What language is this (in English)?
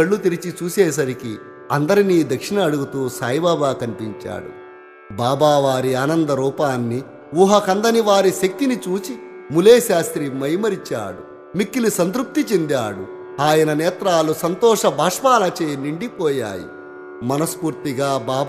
Telugu